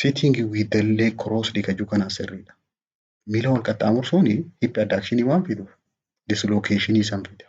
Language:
Oromo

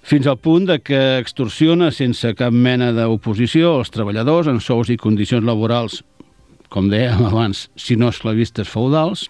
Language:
Catalan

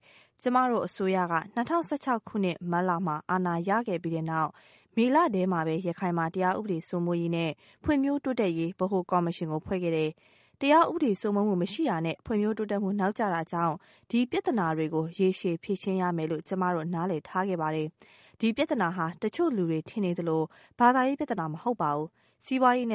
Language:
Burmese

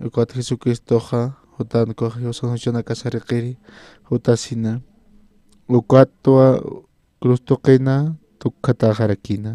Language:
Aymara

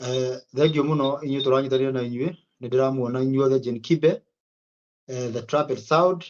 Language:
Kikuyu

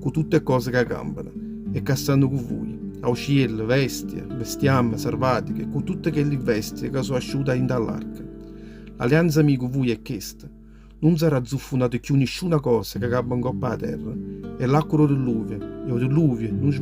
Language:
Neapolitan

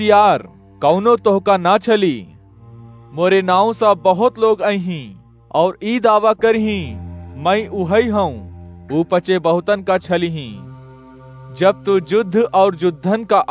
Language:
Awadhi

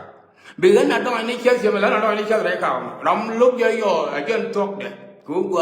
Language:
Nuer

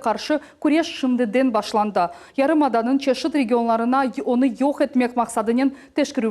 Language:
Crimean Tatar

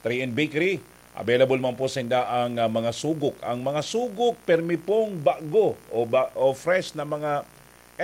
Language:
Bikol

